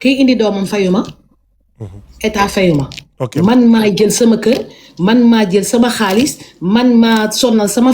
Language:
Wolof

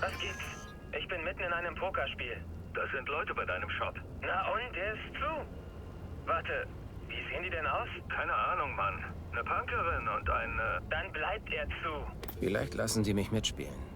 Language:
Bavarian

